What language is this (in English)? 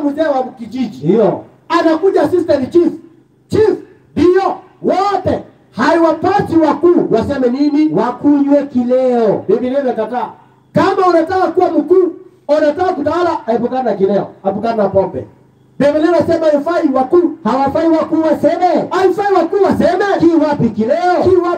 Swahili